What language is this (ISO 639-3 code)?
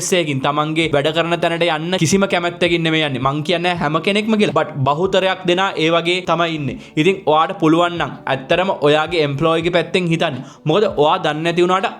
sin